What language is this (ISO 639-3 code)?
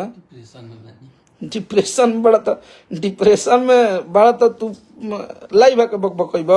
bho